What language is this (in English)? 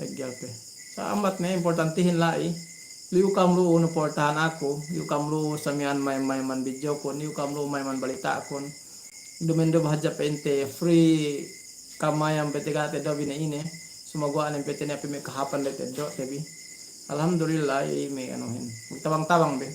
Yakan